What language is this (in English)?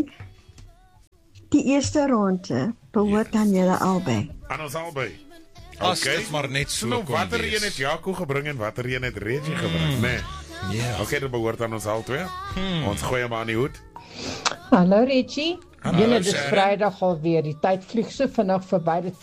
Afrikaans